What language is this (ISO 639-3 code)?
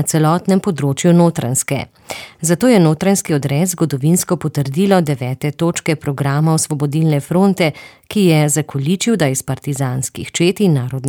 slv